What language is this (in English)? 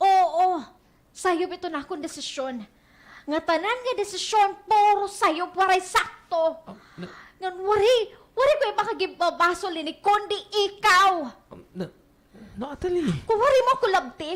Waray